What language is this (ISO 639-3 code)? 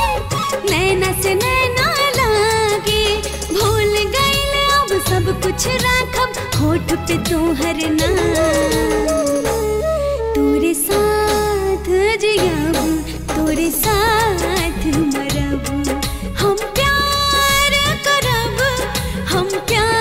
bho